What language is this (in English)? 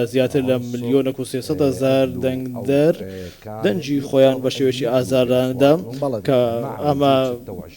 Central Kurdish